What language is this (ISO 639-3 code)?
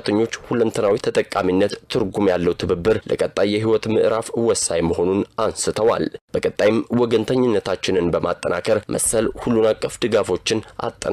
amh